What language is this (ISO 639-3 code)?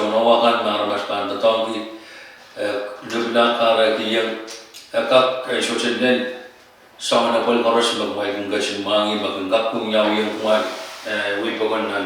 pon